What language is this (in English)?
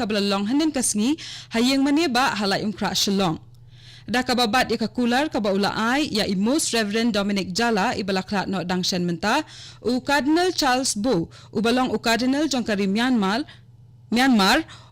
Khasi